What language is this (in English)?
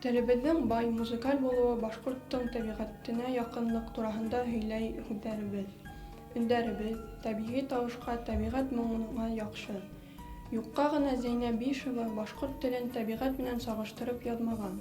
Bashkir